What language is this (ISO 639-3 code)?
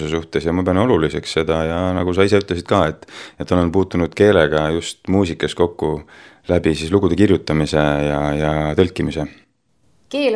est